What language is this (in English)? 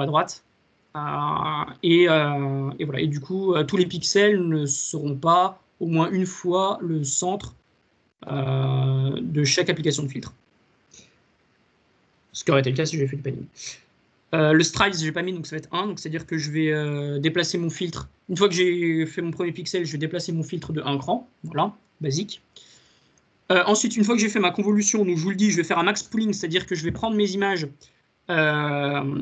French